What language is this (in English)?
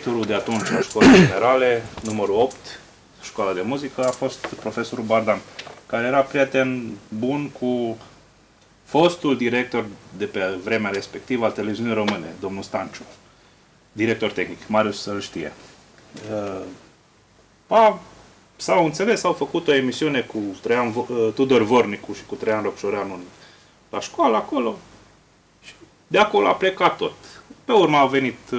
Romanian